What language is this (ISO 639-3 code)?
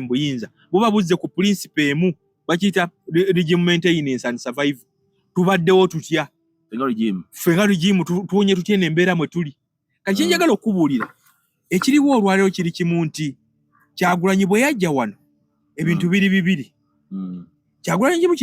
lug